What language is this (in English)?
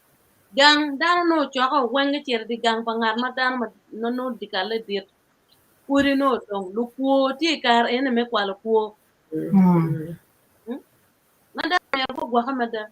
Acoli